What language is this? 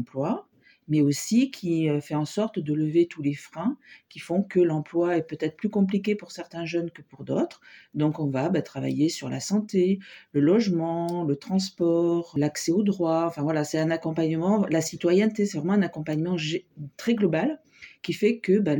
French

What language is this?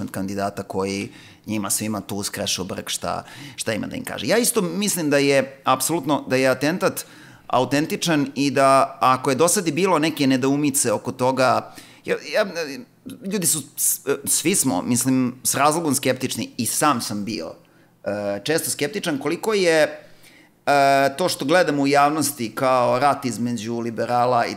Serbian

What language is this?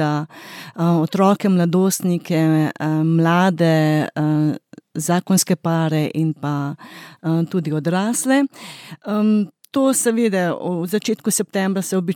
Slovenian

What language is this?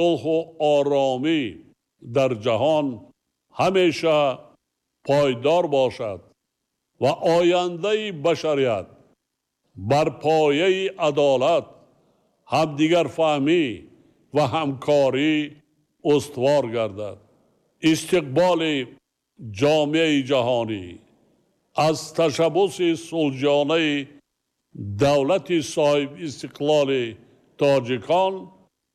Tajik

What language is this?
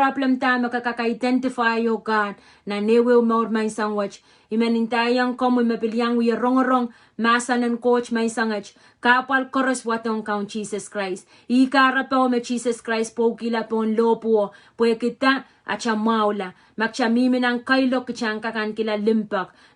Pohnpeian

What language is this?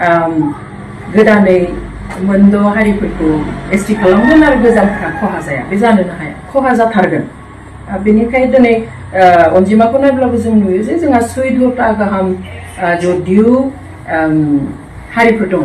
Bodo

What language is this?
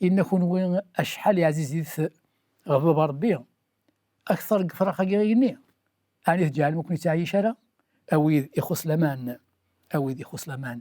Kabyle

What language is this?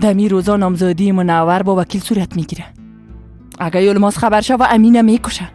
Persian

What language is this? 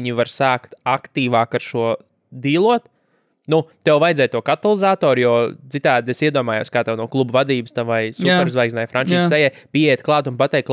Latvian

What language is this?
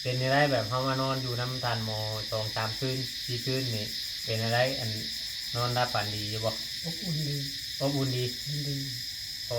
Northeastern Thai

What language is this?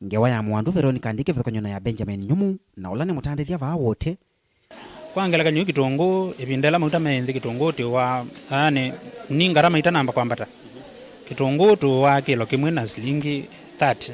Kamba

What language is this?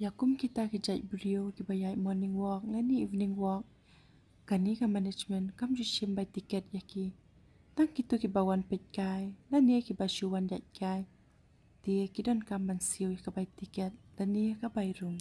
Khasi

